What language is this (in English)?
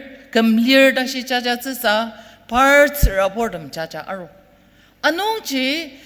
Ao Naga